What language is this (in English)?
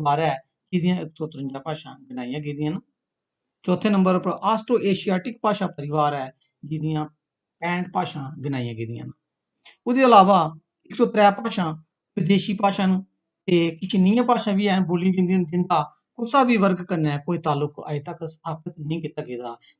Dogri